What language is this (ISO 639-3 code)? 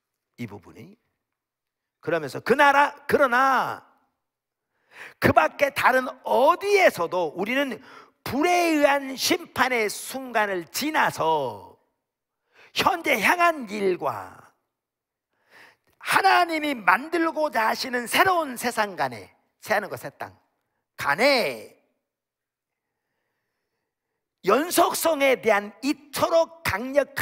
kor